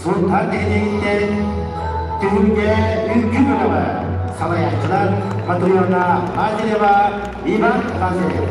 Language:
Yakut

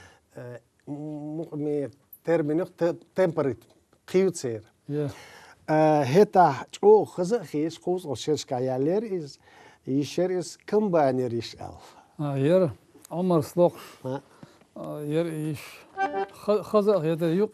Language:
Chechen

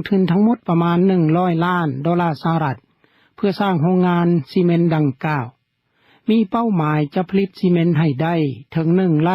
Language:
Lao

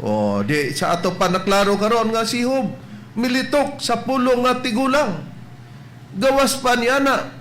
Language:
Cebuano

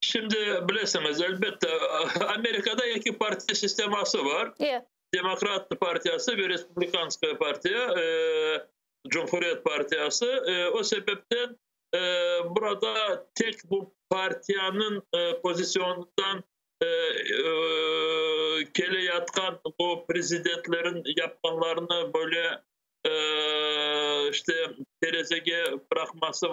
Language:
Crimean Tatar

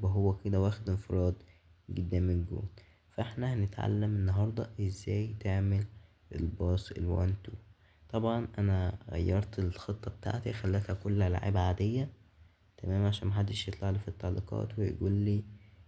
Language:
Egyptian Arabic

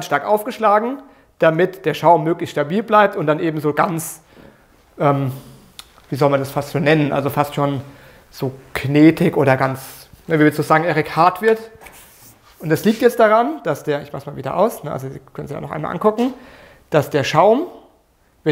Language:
German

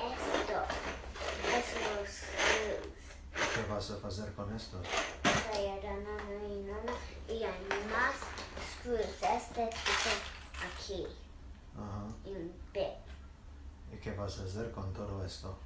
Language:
Ladino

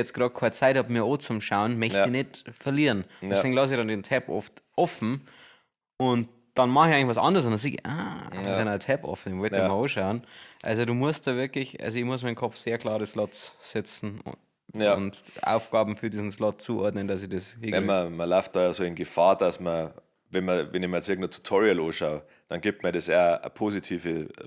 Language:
Bavarian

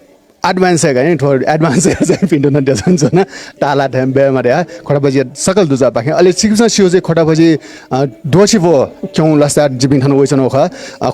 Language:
Newari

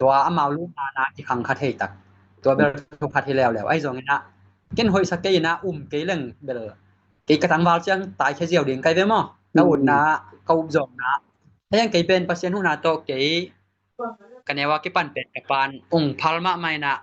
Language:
Tedim Chin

